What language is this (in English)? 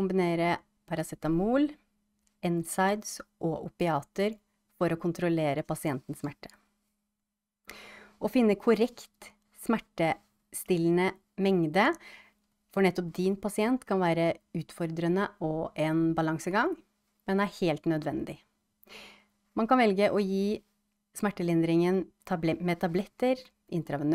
Norwegian